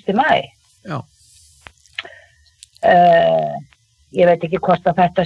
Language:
Icelandic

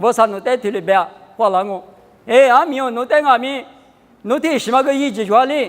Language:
Lisu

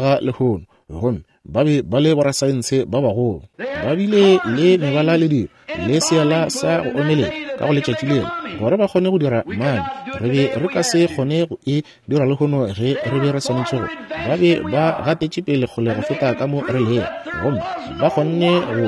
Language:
Northern Sotho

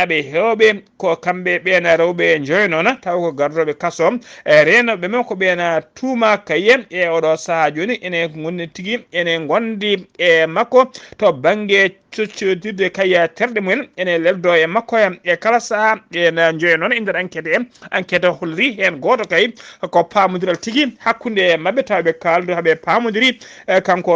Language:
Fula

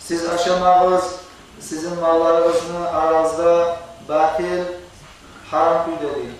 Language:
Kumyk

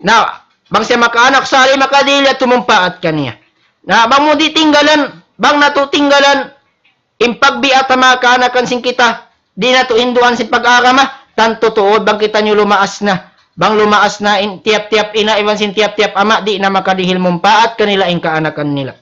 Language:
Tausug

